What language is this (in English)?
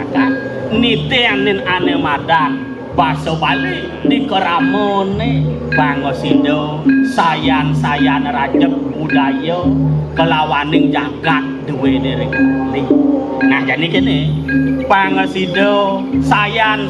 Balinese